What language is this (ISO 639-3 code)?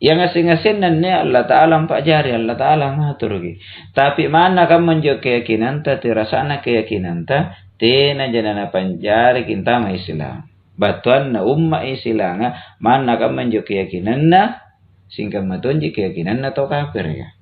mak